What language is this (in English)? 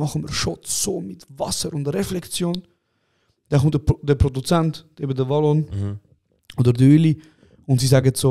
Swiss German